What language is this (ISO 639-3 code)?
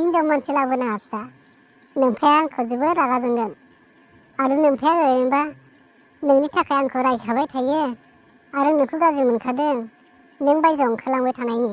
brx